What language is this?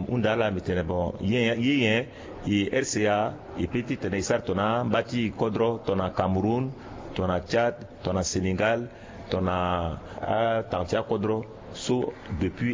Sango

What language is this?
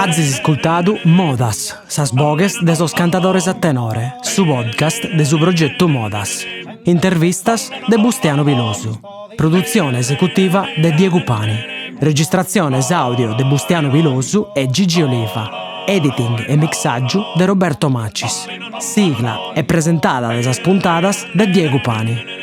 Sardinian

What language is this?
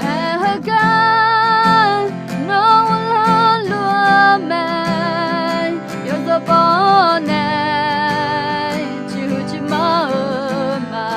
Akha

